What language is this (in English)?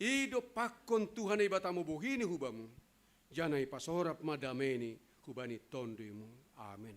Batak Simalungun